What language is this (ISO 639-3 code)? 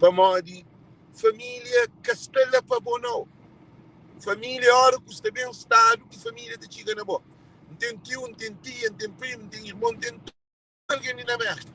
kea